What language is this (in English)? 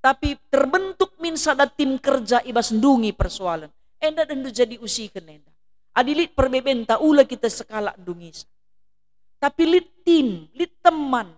Batak Karo